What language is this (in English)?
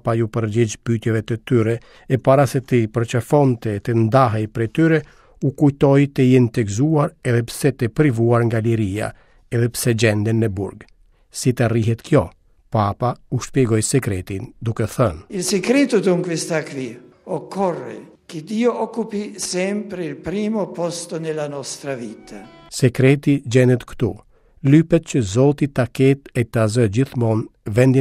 Albanian